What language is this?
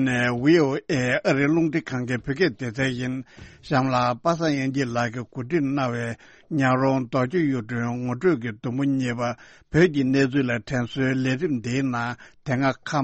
Tibetan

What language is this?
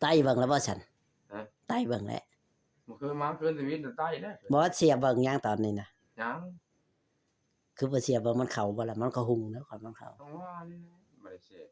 Northeastern Thai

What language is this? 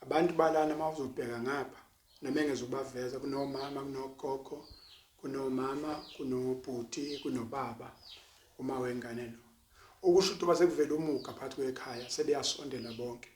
Zulu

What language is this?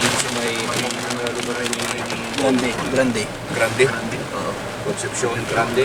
Bikol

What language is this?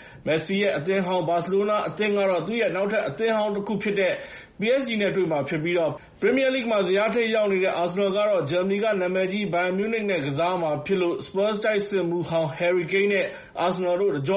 Burmese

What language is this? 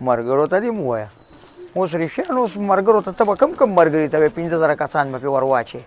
Pashto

